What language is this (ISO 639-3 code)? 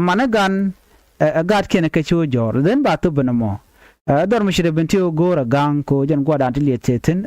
nus